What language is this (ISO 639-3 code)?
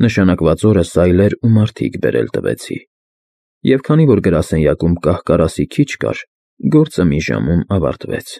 hye